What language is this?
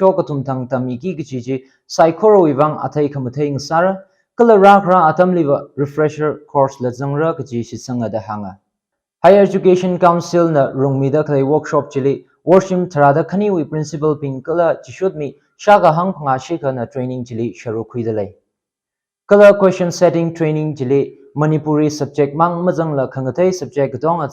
Tangkhul Naga (India)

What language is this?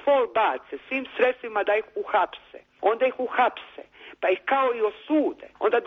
Serbian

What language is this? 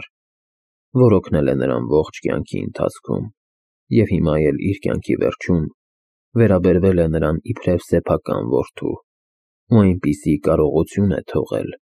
Armenian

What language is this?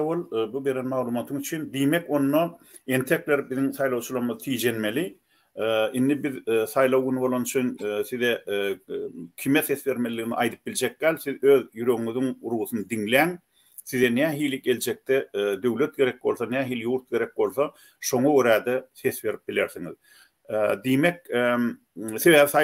Turkmen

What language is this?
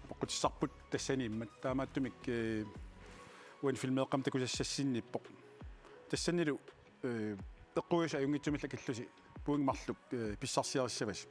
Kalaallisut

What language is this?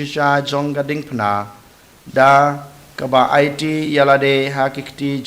Khasi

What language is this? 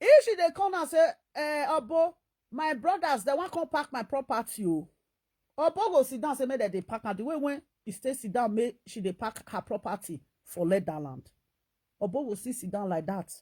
Nigerian Pidgin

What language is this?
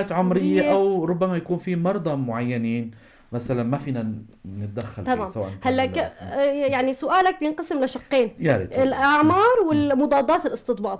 North Levantine Arabic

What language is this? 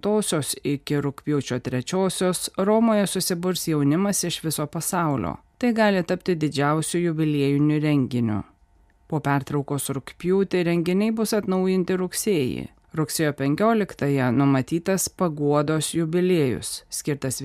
Lithuanian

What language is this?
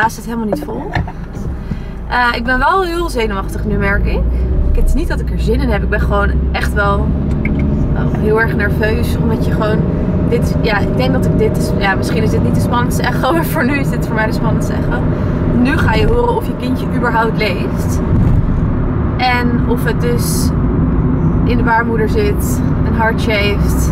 Dutch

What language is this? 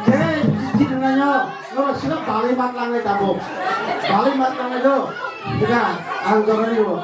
Kok Borok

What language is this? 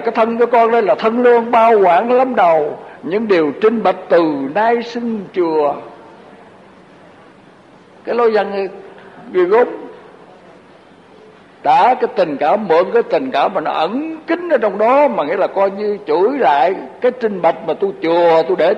Vietnamese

